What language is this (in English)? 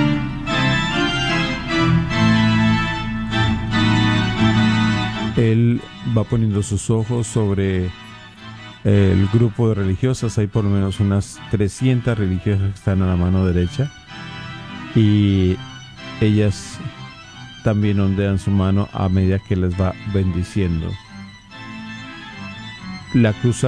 Spanish